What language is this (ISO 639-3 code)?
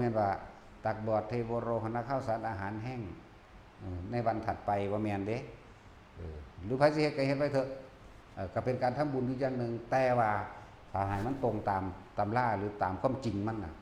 tts